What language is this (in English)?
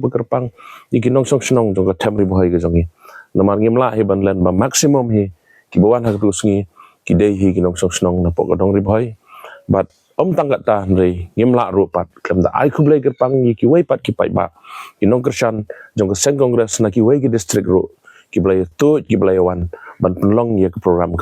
Khasi